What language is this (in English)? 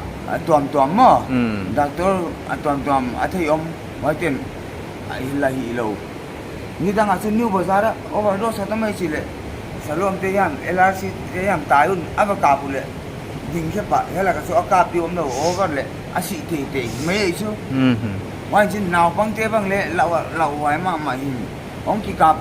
Paite Chin